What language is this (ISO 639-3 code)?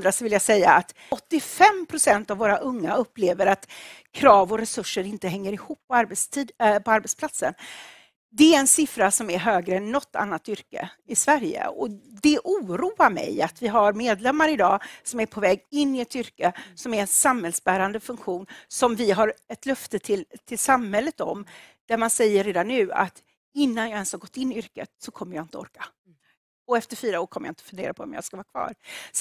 swe